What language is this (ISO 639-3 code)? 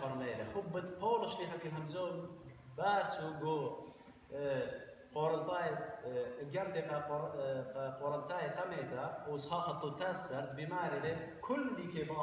aii